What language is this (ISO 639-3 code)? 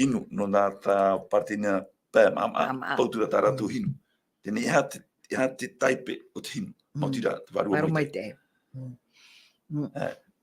tah